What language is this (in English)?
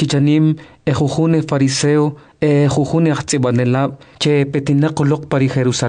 Kʼicheʼ